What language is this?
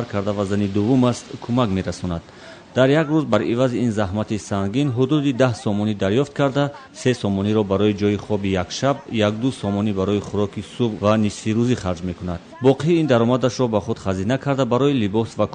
Tajik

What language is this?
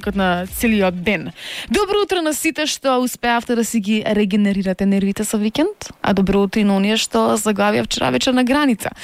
Macedonian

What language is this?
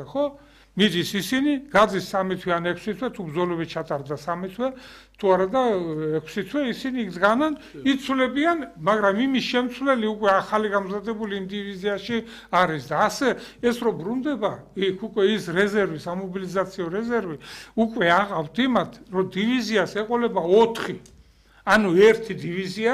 Georgian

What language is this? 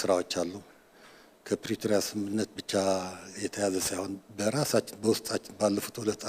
Amharic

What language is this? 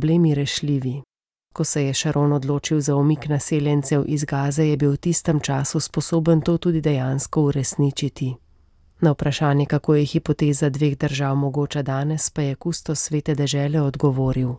Slovenian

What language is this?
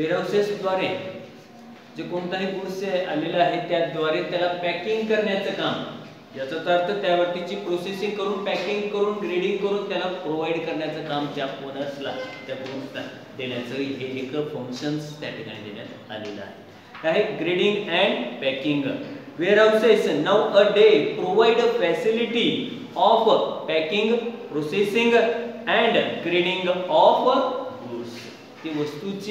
Marathi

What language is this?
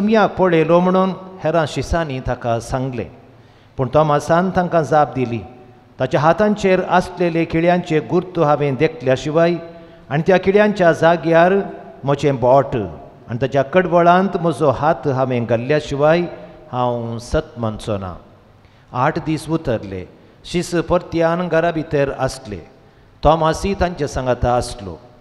Konkani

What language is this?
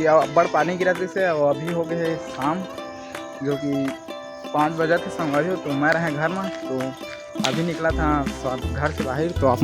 Chhattisgarhi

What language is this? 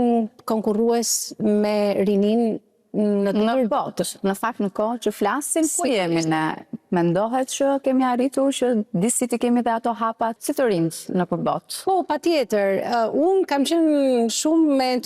Albanian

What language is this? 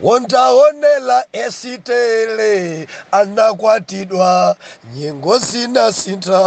Nyanja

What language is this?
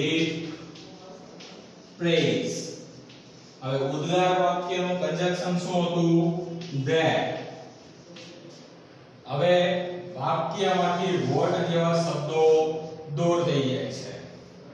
Gujarati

